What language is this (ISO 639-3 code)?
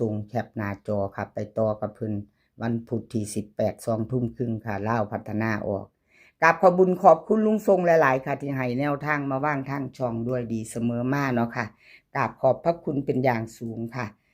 tts